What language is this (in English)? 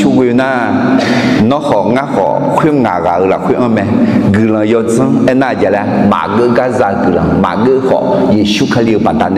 Akha